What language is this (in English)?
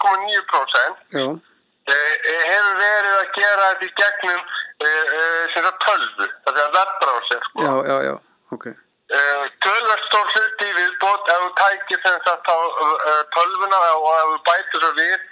Icelandic